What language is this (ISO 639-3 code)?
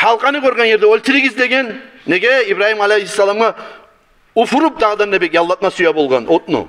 kum